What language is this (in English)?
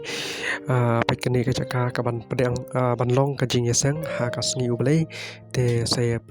Khasi